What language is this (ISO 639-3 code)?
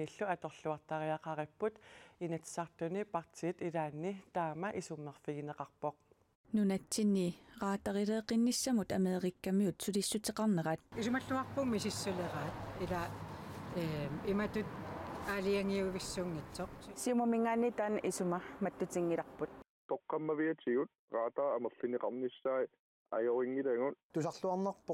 kal